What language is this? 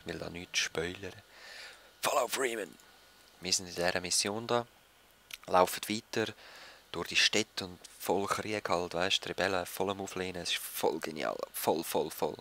Swiss German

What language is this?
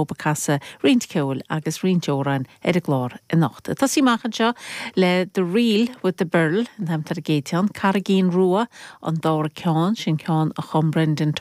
Irish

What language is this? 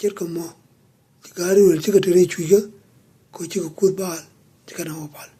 Nuer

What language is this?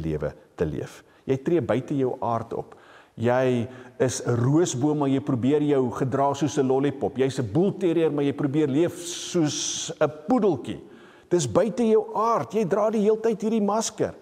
Afrikaans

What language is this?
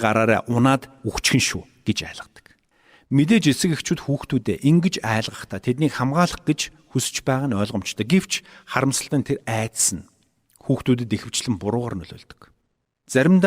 Mongolian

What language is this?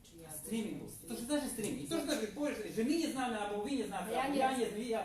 Rusyn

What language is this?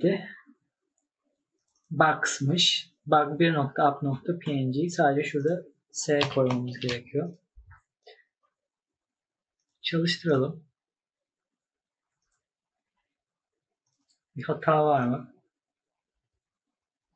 Turkish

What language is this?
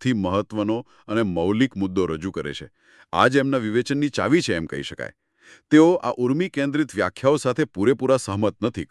Gujarati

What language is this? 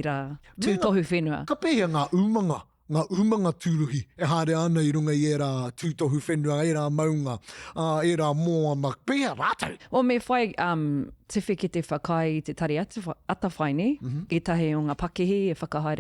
Māori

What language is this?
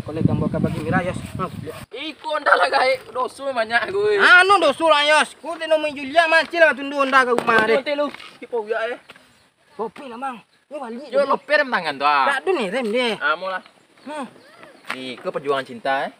Minangkabau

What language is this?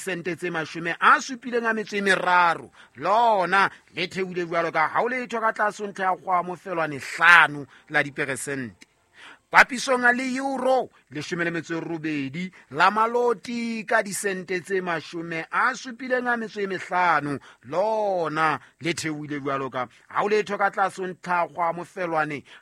Southern Sotho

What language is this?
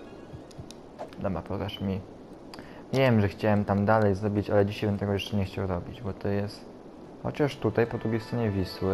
Polish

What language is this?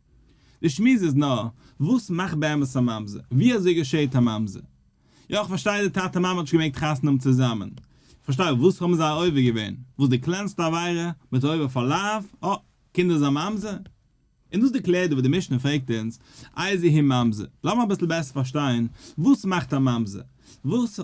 Yiddish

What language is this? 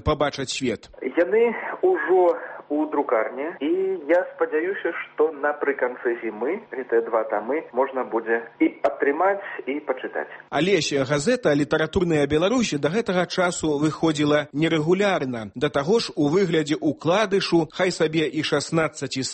Belarusian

